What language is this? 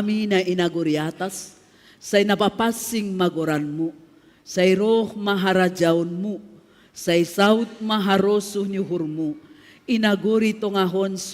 Batak Simalungun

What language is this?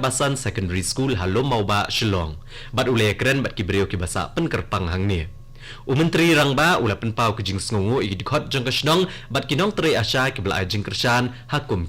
Khasi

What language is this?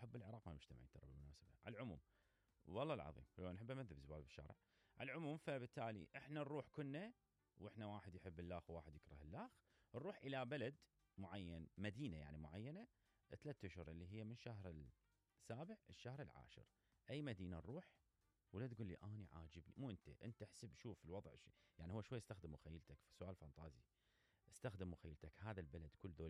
Mesopotamian Arabic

